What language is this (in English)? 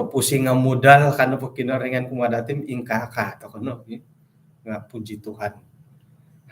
Central Dusun